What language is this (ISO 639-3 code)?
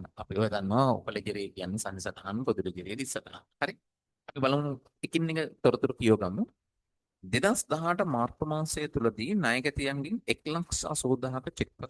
sin